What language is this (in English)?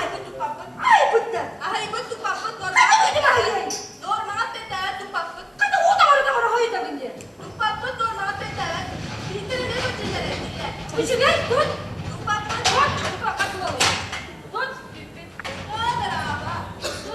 Yakut